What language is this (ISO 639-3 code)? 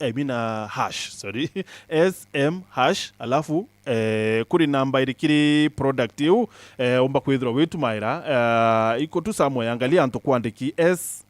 mer